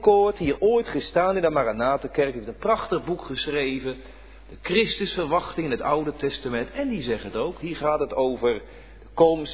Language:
Dutch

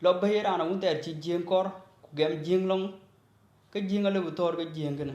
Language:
Dinka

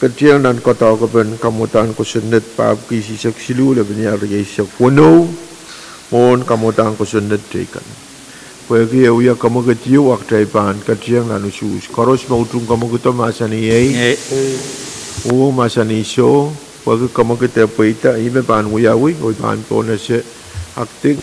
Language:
Pohnpeian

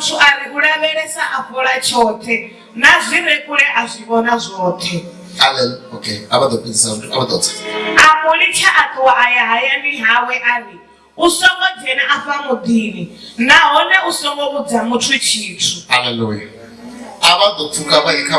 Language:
Venda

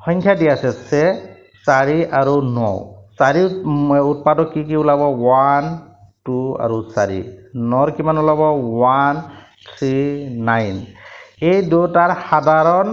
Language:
Assamese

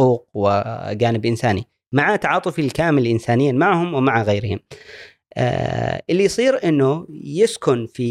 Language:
Gulf Arabic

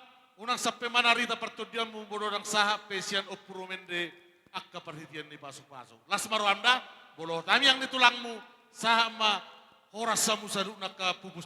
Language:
Batak Toba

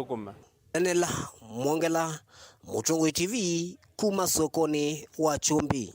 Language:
Kamba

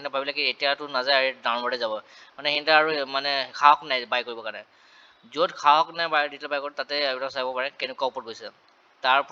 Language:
Assamese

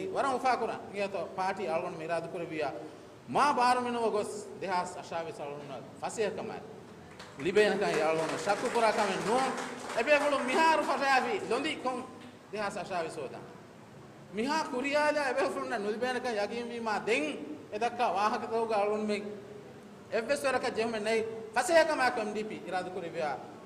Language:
Divehi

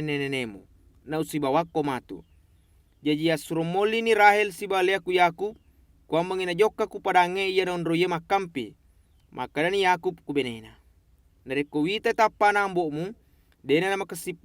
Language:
Buginese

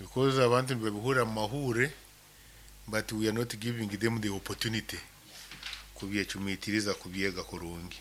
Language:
Nyankole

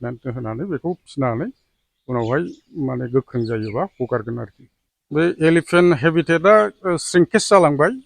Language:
Bodo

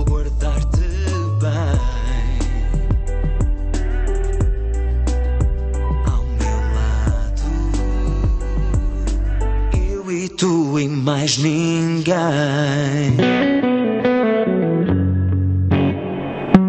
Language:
Portuguese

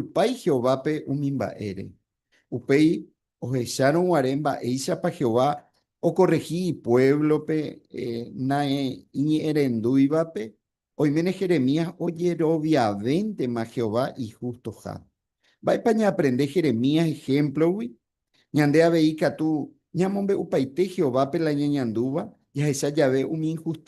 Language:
Guarani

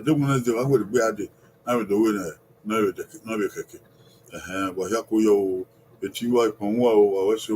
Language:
Bini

